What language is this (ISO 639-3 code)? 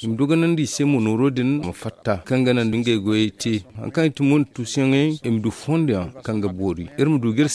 dje